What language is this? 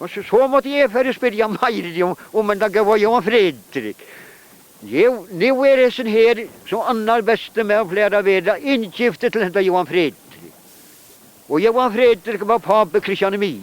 Faroese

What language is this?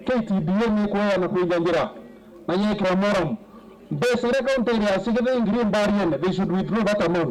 Meru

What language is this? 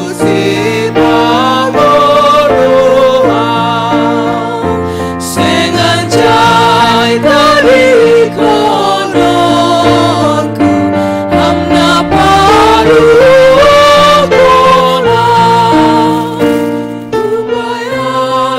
Batak Simalungun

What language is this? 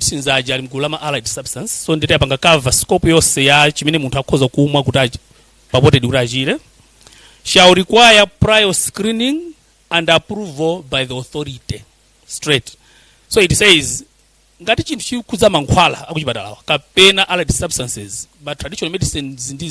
Nyanja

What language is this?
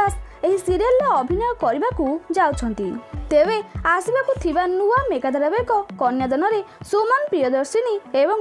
Odia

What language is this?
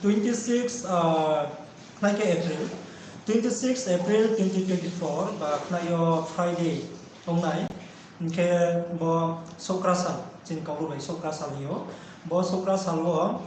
Riang (India)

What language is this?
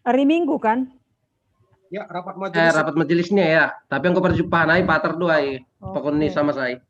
Batak Simalungun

